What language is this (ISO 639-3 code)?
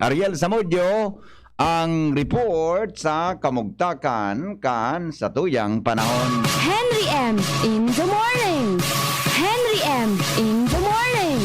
bik